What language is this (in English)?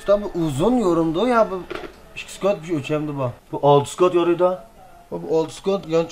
Uyghur